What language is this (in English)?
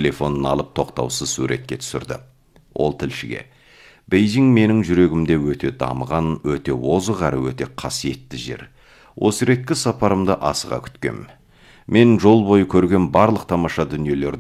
Kazakh